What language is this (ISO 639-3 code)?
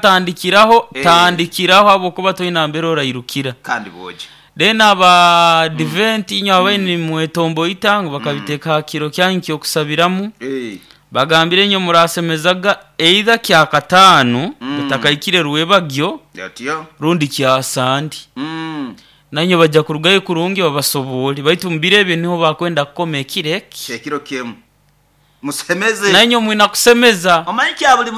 nyo